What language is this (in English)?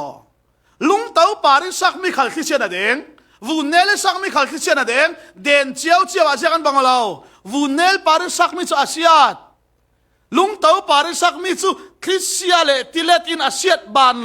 Falam Chin